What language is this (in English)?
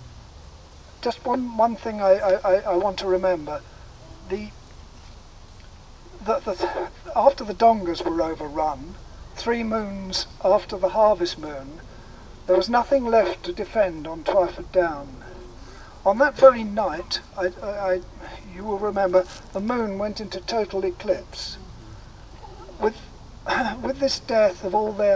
English